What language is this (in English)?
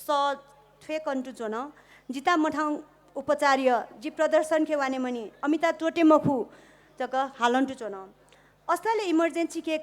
Newari